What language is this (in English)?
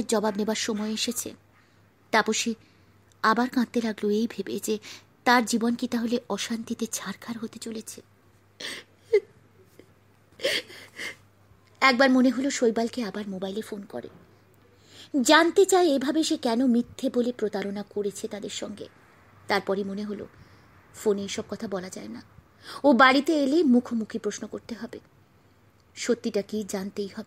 Bangla